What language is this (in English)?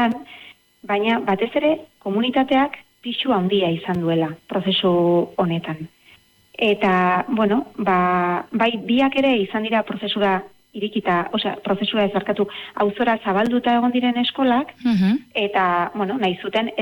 Basque